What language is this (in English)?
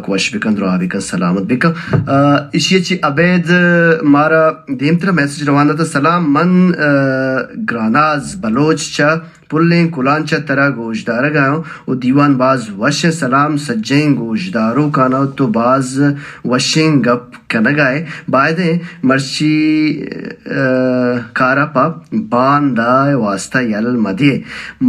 Baluchi